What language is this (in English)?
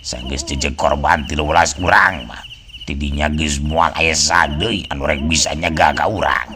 Sundanese